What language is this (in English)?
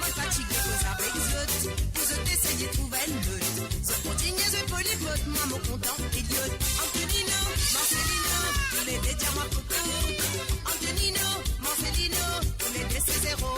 Morisyen